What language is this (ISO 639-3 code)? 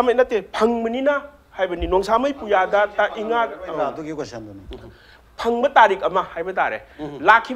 mni